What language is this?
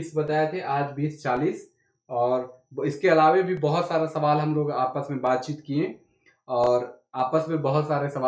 Sadri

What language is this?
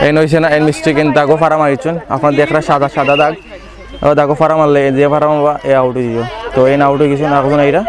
Sylheti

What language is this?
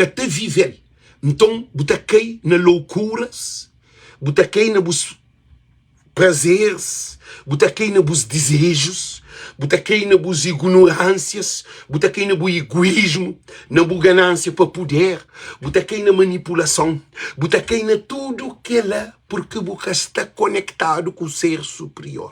Kabuverdianu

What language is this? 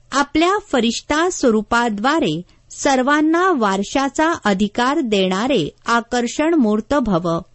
Marathi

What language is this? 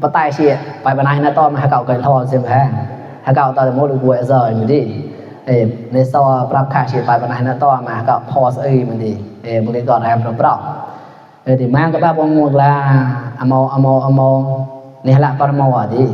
Mon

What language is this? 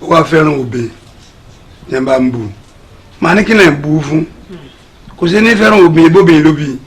Yoruba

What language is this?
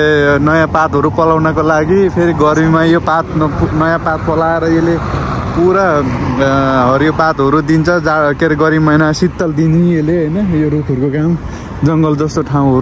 Nepali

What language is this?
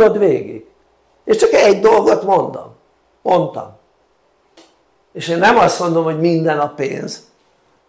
Hungarian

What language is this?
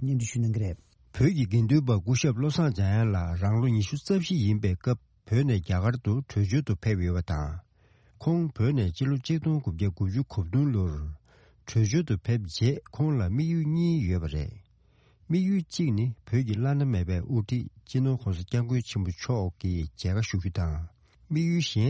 Tibetan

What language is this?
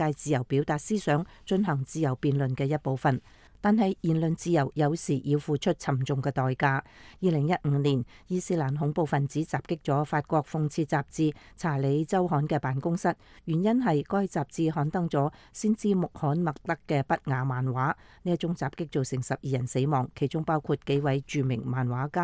Cantonese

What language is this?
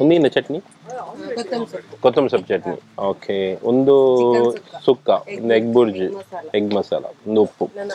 Tulu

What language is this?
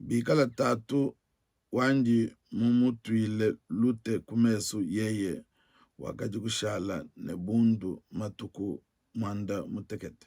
Luba-Lulua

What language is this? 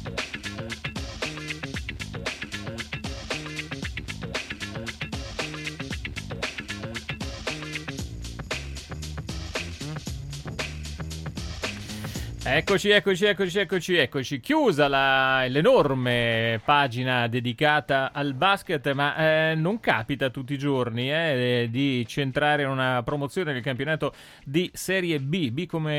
Italian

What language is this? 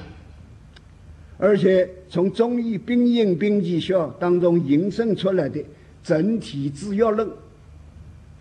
Chinese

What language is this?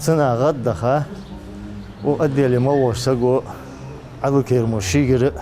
Ingush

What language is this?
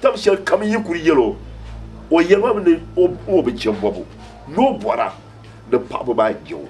Dagbani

